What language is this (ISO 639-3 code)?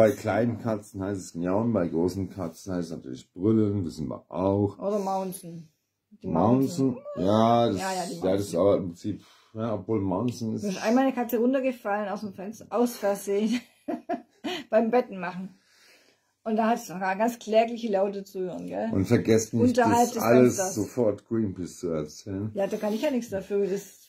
deu